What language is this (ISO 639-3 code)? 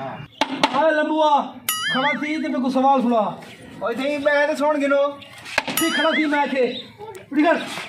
skr